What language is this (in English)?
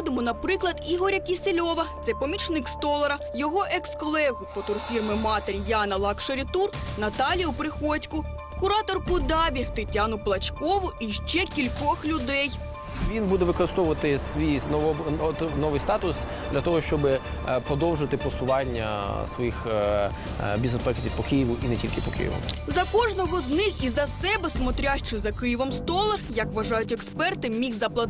Ukrainian